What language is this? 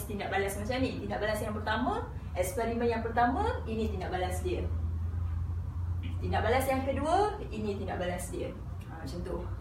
Malay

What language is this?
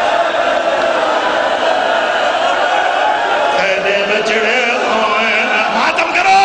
Urdu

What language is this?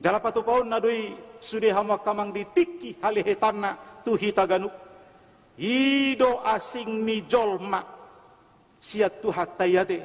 Batak Toba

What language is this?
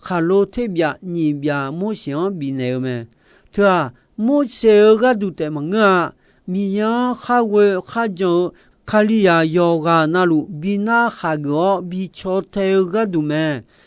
Akha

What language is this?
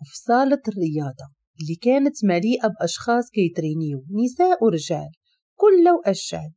Moroccan Arabic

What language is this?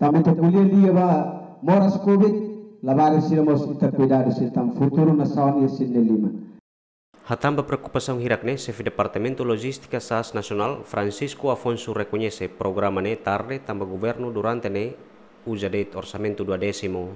Tetum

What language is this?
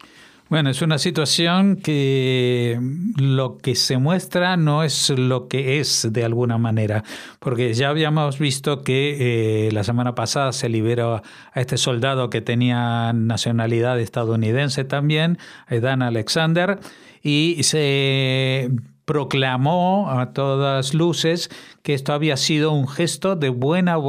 Spanish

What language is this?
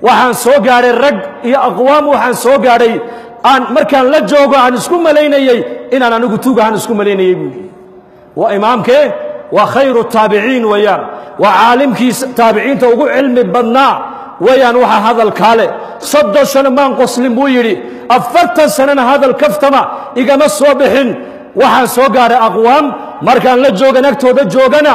Somali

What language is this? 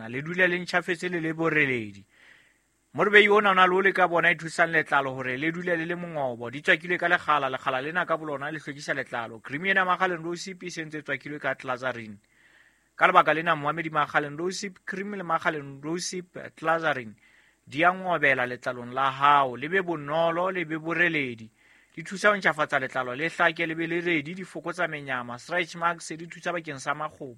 Southern Sotho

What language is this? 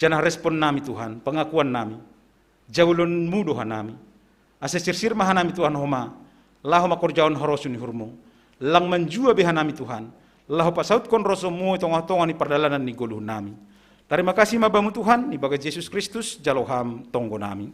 Batak Simalungun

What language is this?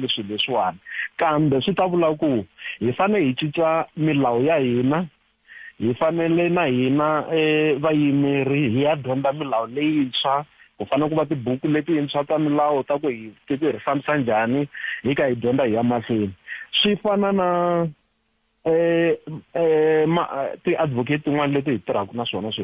Tsonga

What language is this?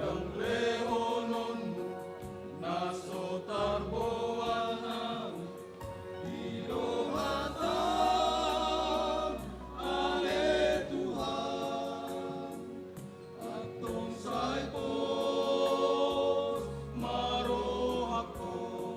Batak Toba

